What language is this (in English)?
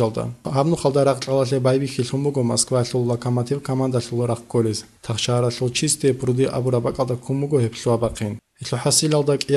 Avaric